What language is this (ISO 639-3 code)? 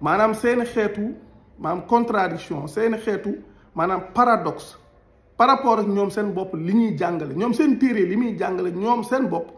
wol